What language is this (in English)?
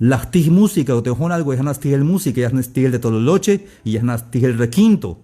Tzeltal